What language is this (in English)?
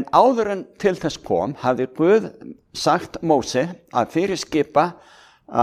Icelandic